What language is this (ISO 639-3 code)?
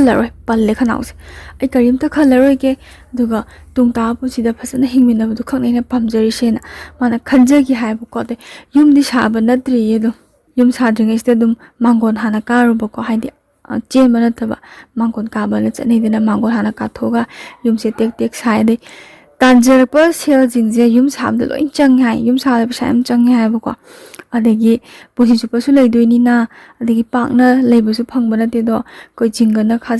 mni